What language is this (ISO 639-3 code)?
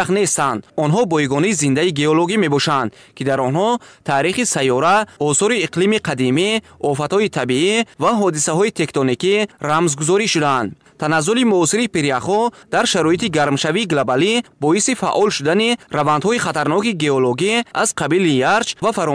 tgk